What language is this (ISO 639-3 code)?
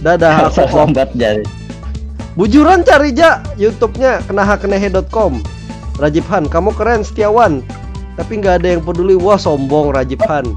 bjn